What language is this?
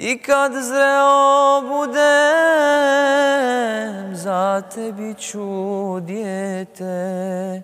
Bosnian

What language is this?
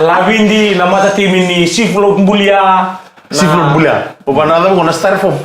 Fijian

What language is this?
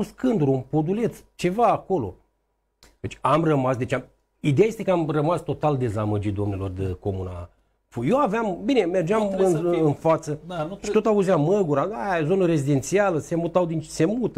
Romanian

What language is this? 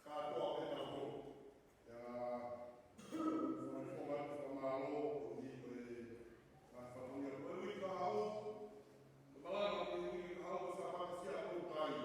Tongan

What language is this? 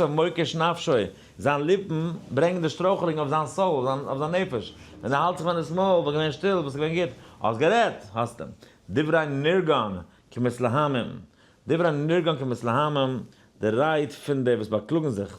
Yiddish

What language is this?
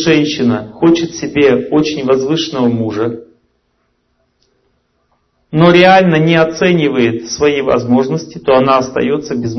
Russian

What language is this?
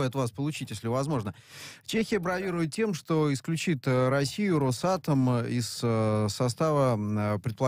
Russian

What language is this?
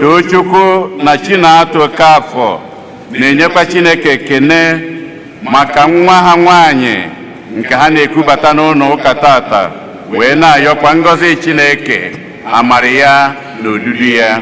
Igbo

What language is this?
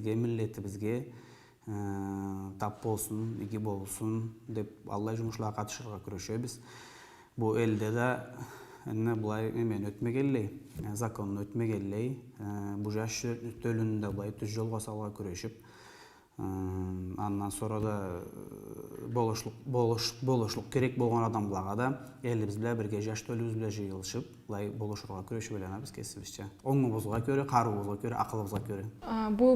Karachay-Balkar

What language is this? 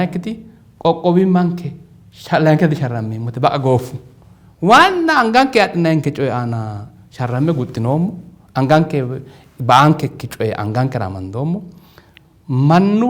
Sidamo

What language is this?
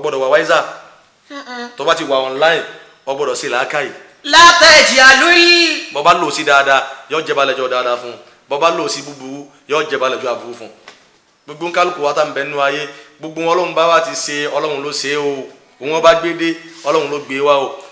Yoruba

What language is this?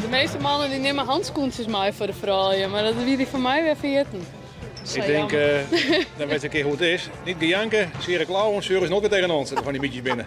Western Frisian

